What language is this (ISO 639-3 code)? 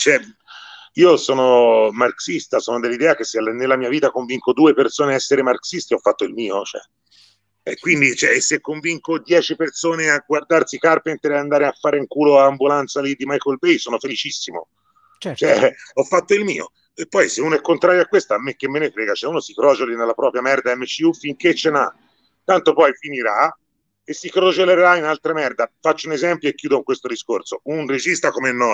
ita